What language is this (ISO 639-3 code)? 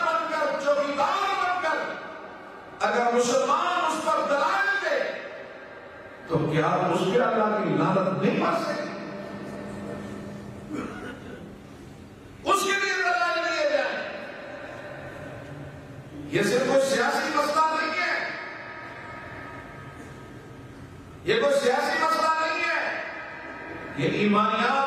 urd